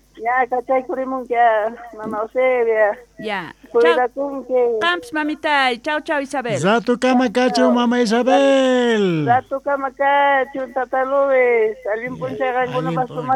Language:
Quechua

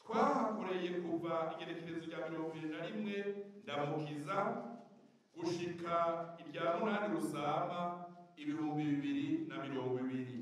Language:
Rundi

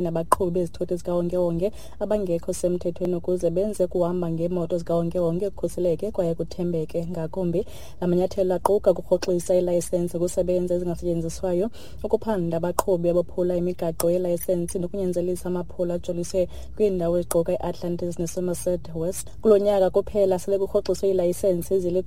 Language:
Xhosa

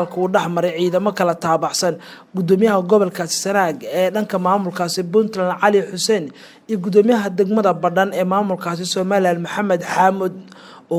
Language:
Somali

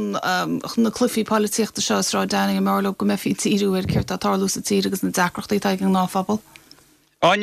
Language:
Irish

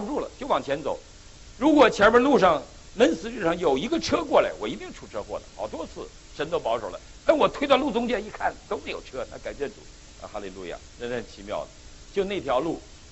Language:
Chinese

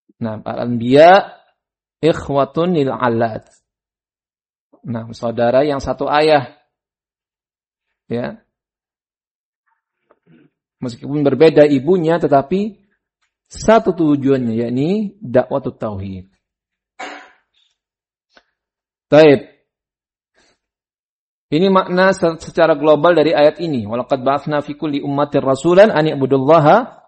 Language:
Indonesian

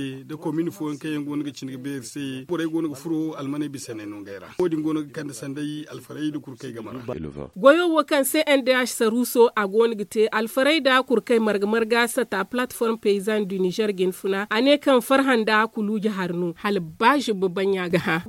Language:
Zarma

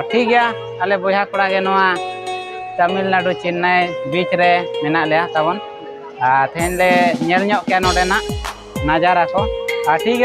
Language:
Santali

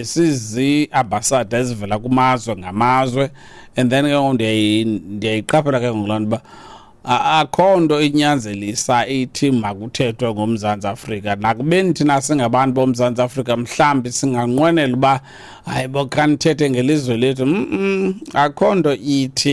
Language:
Xhosa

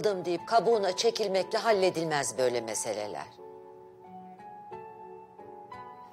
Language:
Turkish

